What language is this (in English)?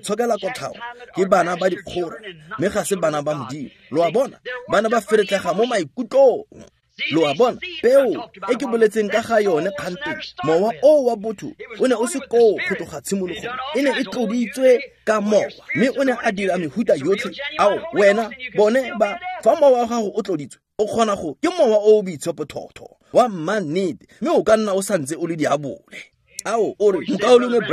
Tswana